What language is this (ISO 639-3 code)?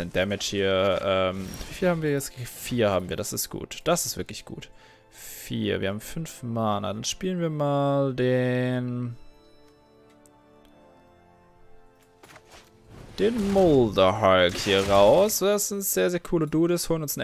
deu